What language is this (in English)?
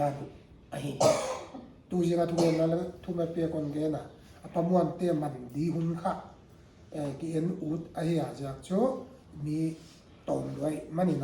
Paite Chin